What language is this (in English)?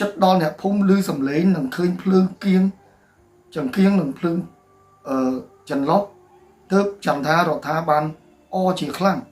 Khmer